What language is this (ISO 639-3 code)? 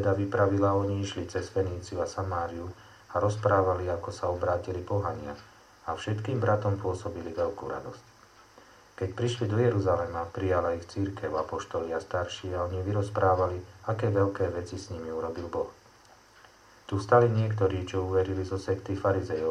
slk